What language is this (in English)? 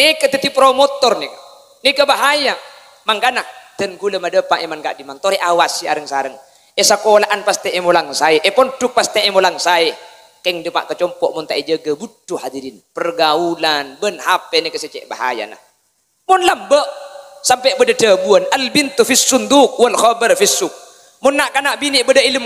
Madurese